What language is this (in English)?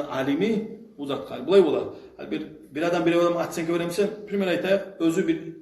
Kumyk